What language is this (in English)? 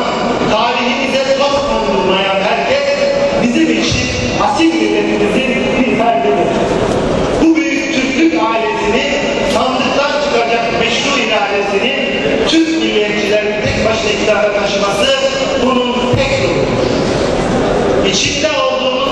Turkish